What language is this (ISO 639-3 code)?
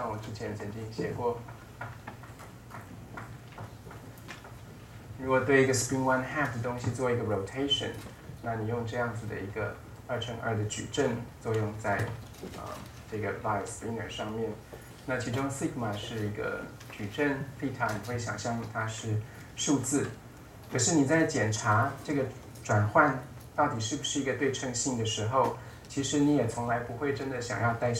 zho